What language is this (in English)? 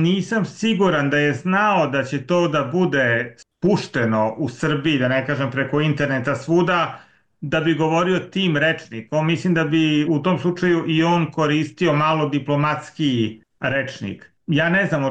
Serbian